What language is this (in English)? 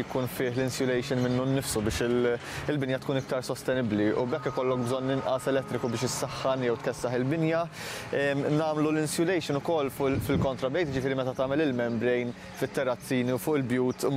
Maltese